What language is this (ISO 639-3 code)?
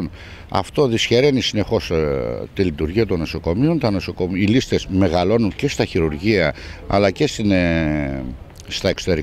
ell